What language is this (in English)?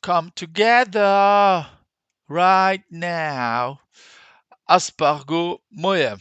Luxembourgish